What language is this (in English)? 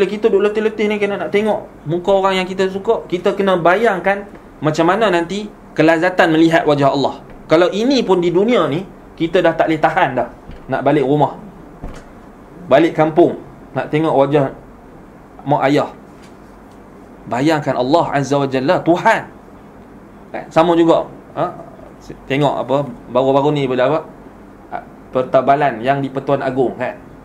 Malay